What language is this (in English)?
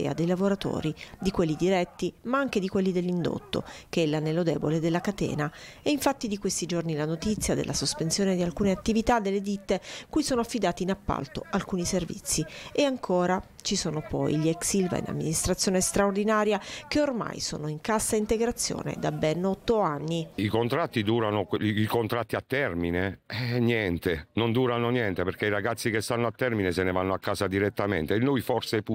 Italian